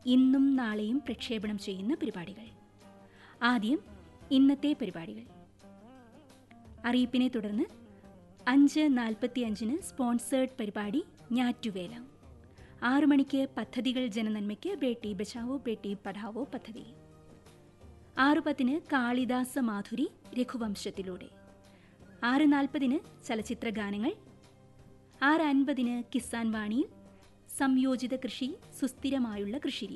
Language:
Malayalam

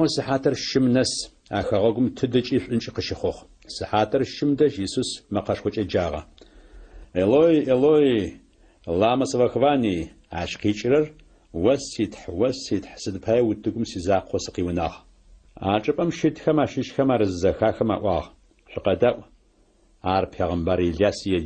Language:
Adyghe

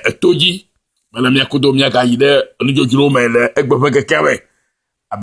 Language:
Ewe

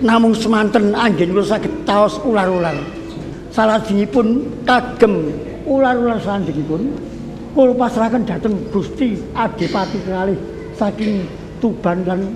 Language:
Javanese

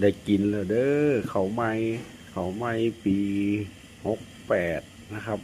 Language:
Northeastern Thai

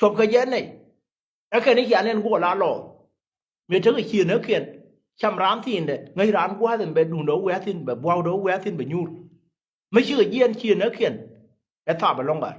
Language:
Nuer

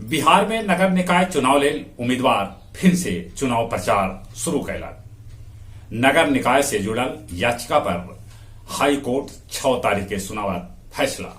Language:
Magahi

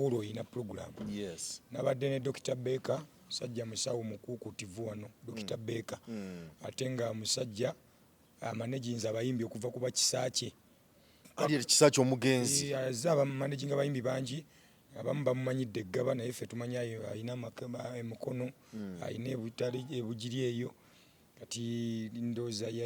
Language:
Ganda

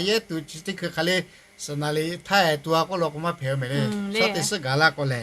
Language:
Lahu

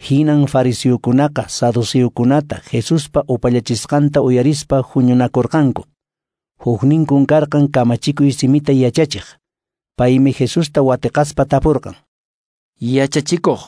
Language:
Quechua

